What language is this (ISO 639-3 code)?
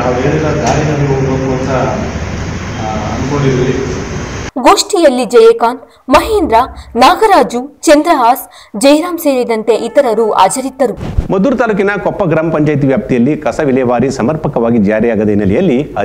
kan